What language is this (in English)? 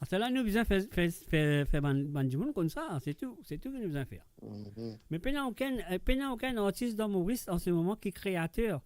Morisyen